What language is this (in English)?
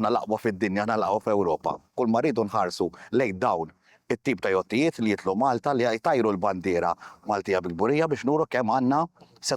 Maltese